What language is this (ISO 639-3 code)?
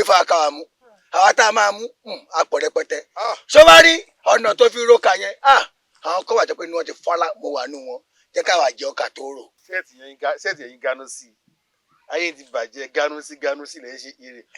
yor